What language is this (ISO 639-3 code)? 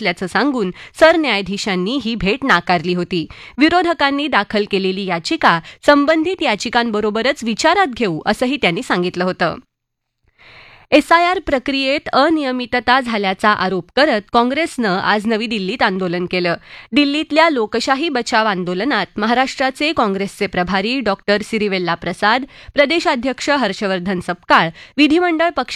mar